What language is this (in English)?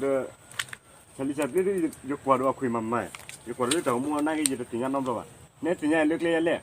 S'gaw Karen